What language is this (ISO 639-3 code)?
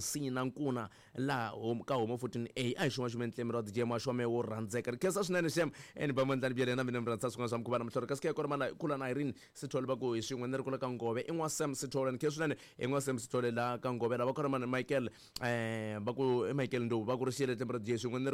tso